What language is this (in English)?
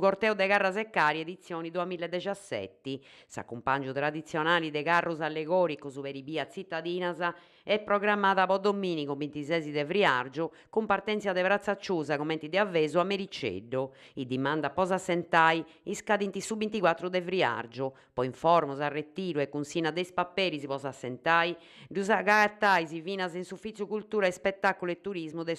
Sardinian